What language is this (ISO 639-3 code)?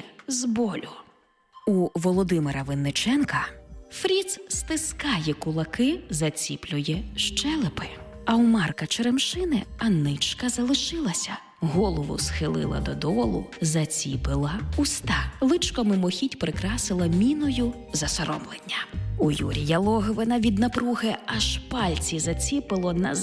ukr